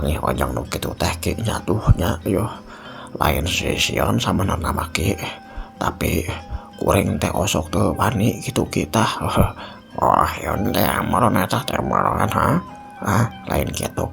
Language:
Sundanese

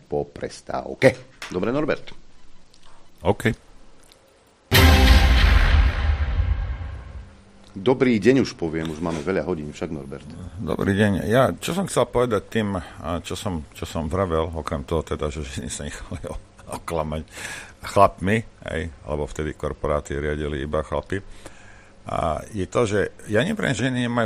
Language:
Slovak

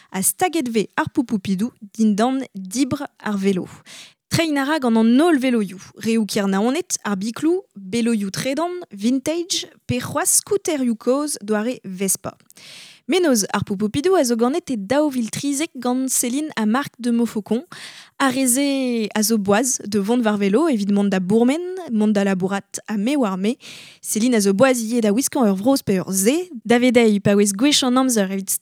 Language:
Breton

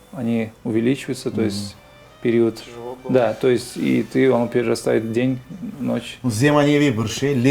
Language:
Crimean Tatar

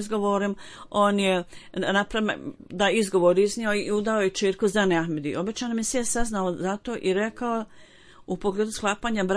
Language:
Bosnian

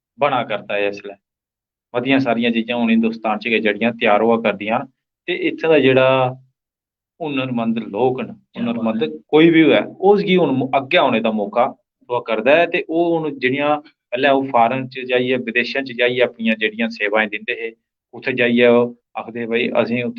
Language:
Dogri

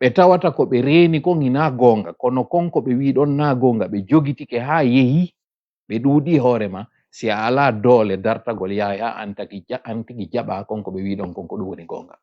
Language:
Fula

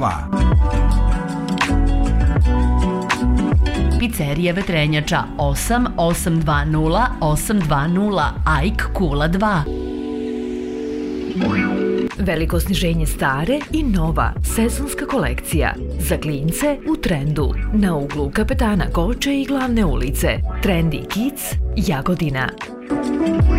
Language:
Serbian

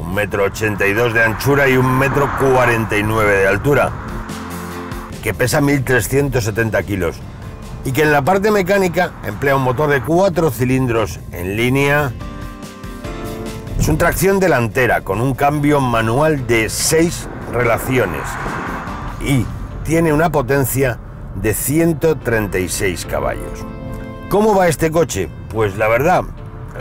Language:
Spanish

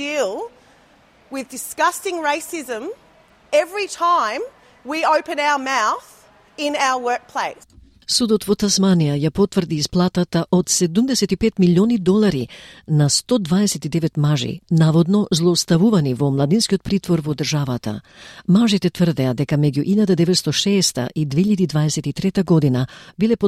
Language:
Macedonian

